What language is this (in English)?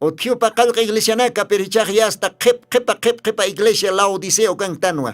Aymara